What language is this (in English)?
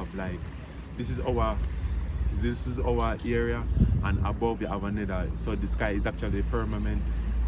Jamaican Creole English